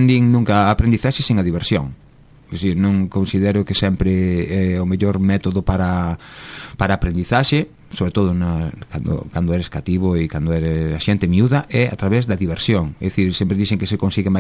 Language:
Galician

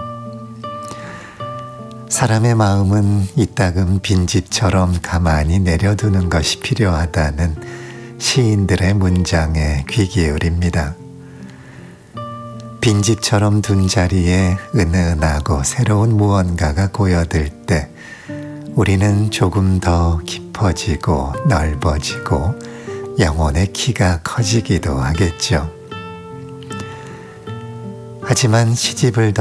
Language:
Korean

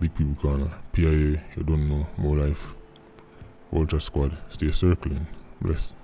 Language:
Jamaican Creole English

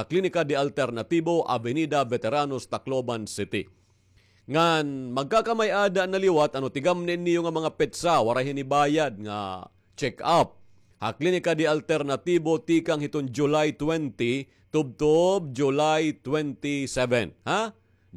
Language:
Waray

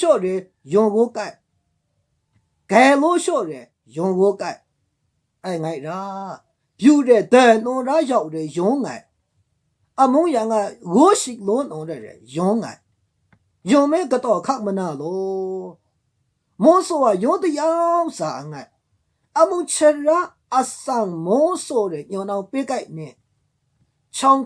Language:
Maru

